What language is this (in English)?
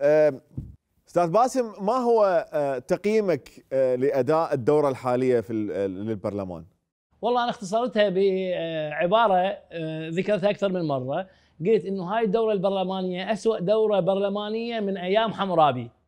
Mesopotamian Arabic